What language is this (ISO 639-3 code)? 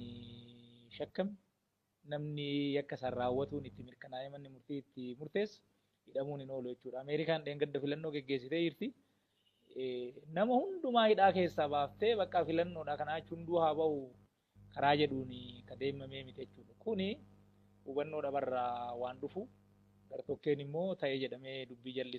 orm